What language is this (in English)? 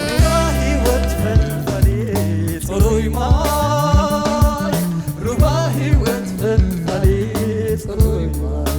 Tigrinya